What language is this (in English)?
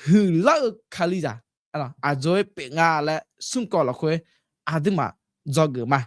Akha